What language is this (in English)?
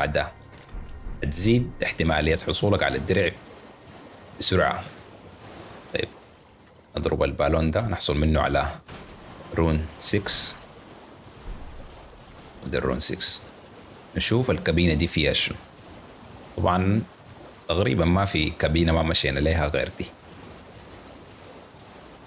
Sudanese Arabic